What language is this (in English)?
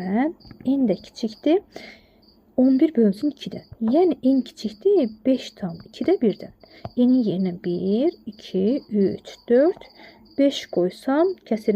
Azerbaijani